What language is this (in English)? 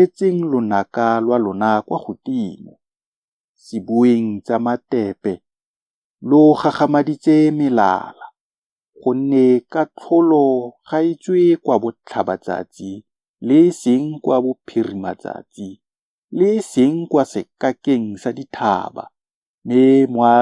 Tswana